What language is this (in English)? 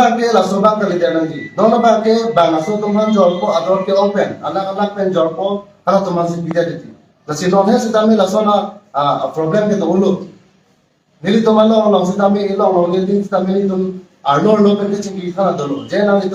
Karbi